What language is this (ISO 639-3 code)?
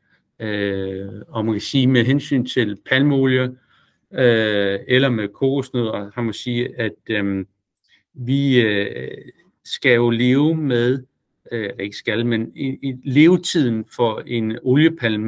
dan